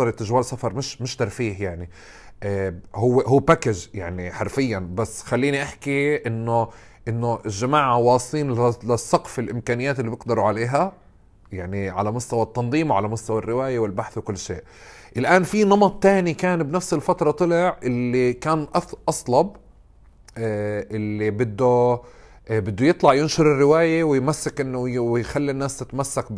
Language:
North Levantine Arabic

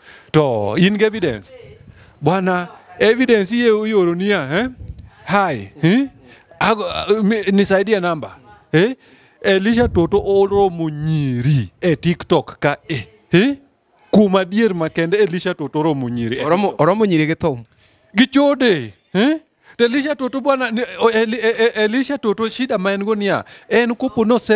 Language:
Luo (Kenya and Tanzania)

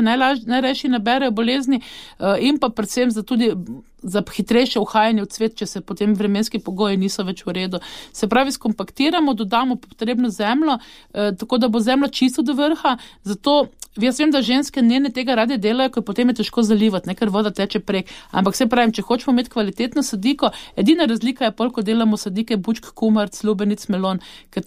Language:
Slovenian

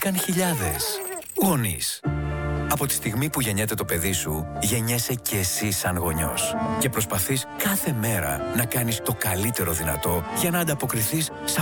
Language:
Greek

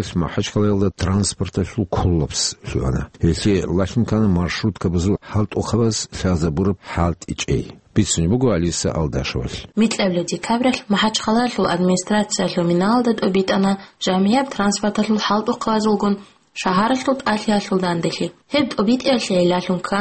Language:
Avaric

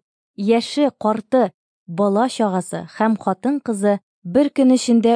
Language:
Tatar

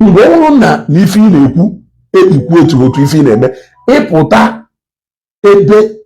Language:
Igbo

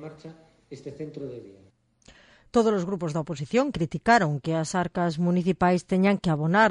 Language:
Galician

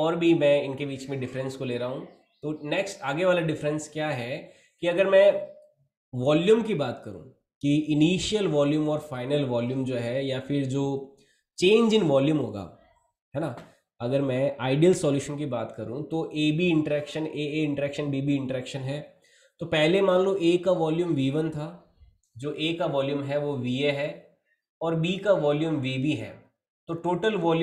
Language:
Hindi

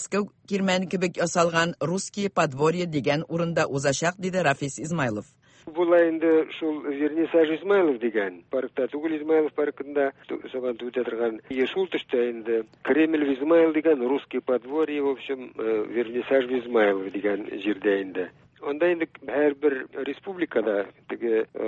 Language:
Tatar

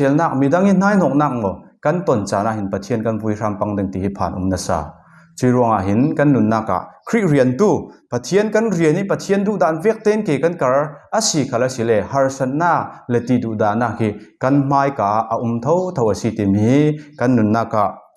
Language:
Falam Chin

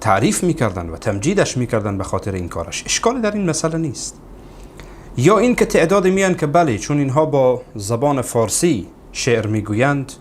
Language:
Persian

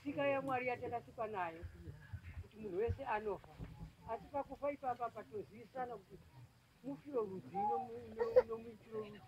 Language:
Shona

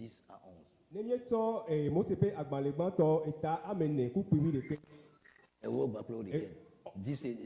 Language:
Ewe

